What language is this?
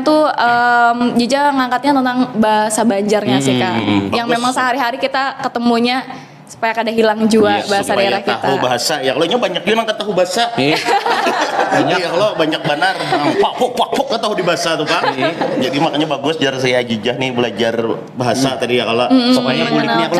Banjar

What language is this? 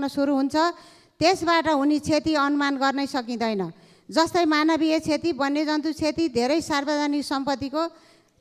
Nepali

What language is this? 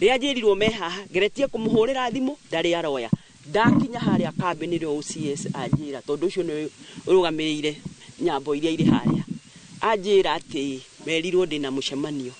Kikuyu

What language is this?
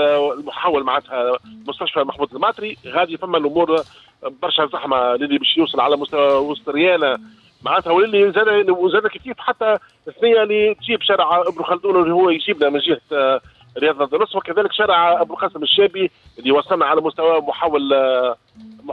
Tunisian Arabic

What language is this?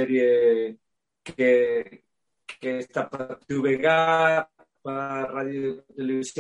Galician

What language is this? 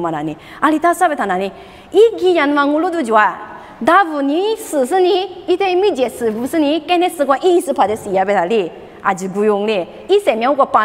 Lisu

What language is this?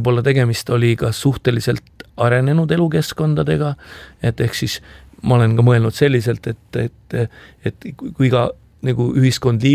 Estonian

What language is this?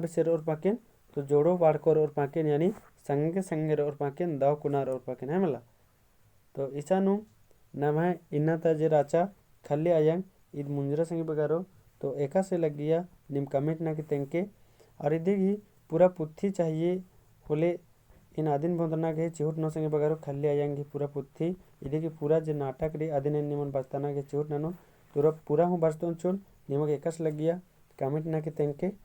Kurukh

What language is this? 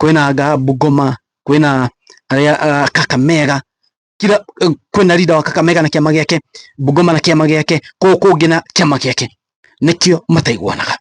Kikuyu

